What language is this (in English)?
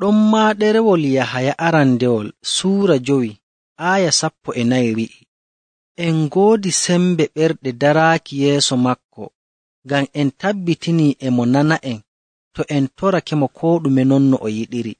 Nigerian Fulfulde